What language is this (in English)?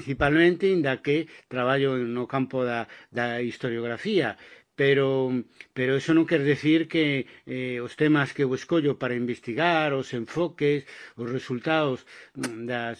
Galician